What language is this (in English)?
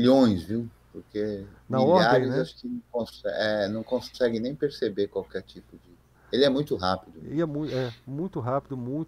Portuguese